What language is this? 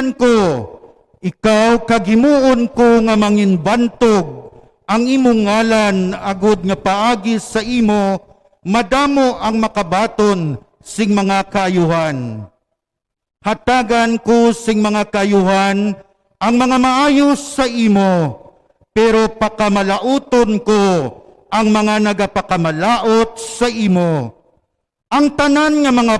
Hiligaynon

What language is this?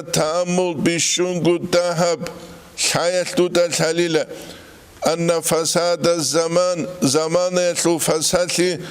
Avaric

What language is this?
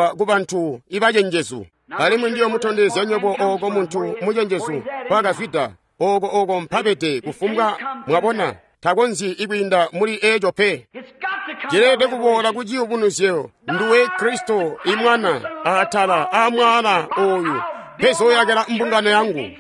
Tonga (Zambia)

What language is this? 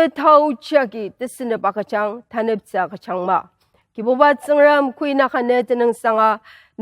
Ao Naga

